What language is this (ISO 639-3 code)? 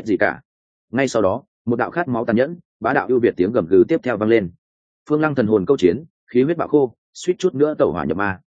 vie